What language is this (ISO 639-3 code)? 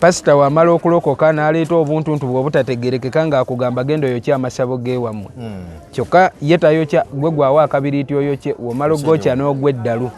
lug